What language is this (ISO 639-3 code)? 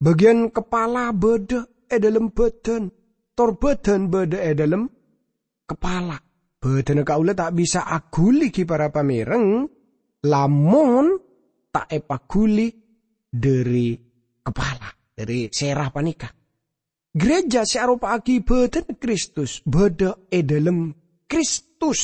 mad